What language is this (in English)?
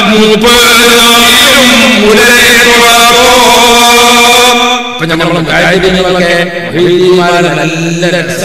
Malayalam